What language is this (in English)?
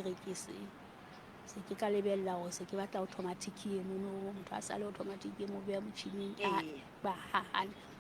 Southern Sotho